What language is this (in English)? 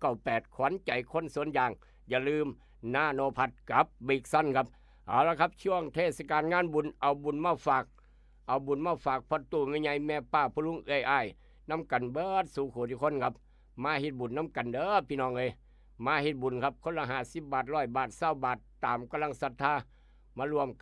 Northeastern Thai